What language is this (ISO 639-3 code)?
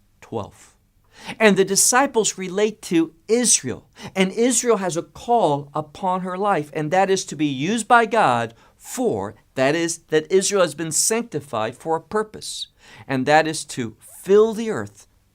eng